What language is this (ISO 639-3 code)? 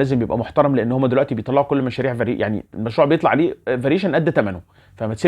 arz